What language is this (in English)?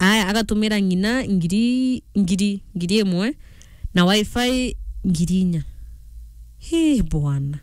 Meru